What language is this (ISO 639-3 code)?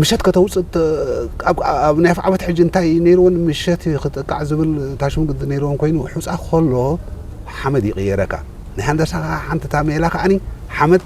tir